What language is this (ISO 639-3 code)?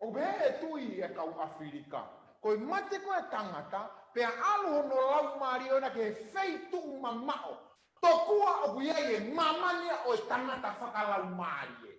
ton